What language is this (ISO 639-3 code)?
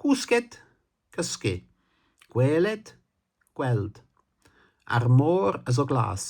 cym